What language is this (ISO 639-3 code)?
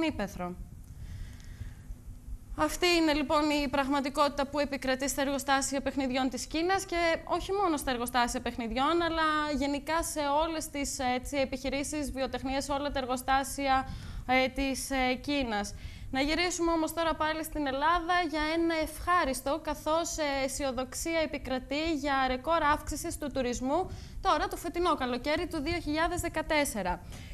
ell